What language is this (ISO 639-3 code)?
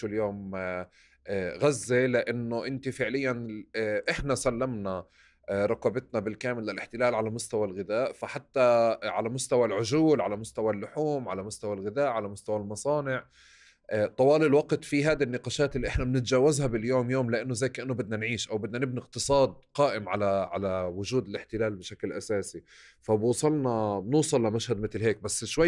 apc